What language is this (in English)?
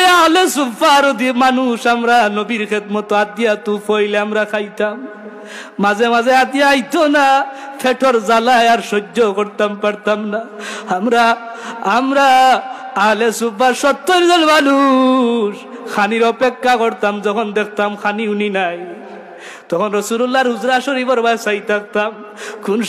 Sylheti